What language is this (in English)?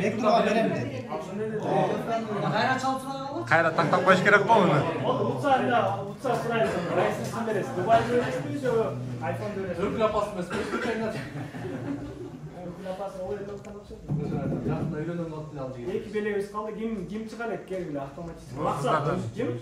Kyrgyz